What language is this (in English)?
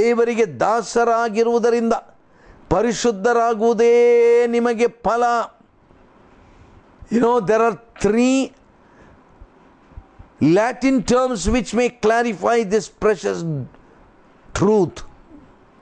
Kannada